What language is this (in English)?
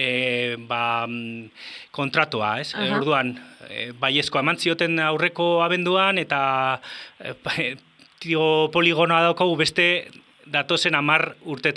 Basque